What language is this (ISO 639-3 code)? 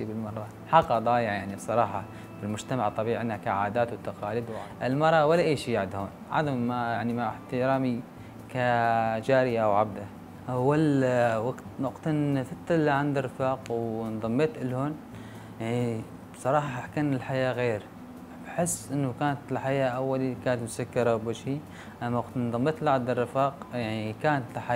apc